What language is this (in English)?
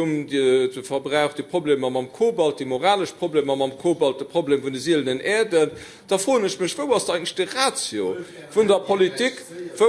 Luxembourgish